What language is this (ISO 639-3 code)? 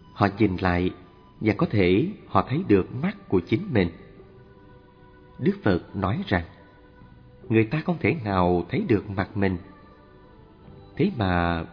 vie